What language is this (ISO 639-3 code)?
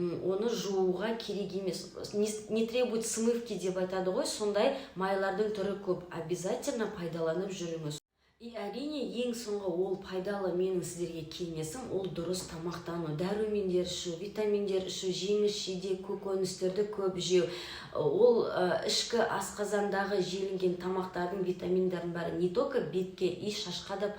kaz